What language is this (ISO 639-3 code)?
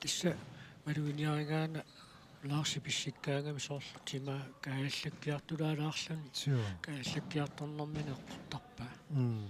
kal